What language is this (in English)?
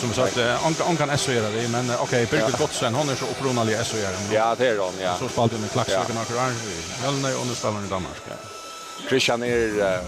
Faroese